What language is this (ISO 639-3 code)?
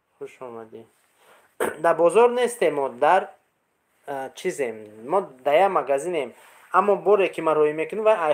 tgk